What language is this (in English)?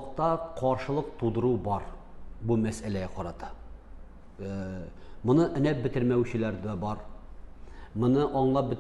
Tatar